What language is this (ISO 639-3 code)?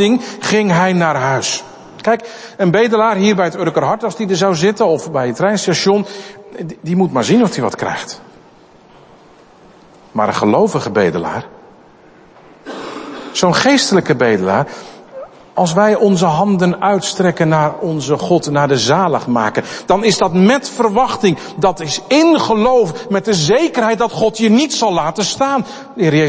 nld